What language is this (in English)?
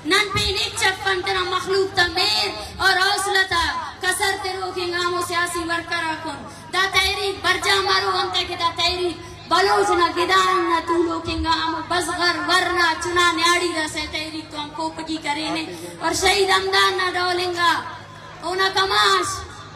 Brahui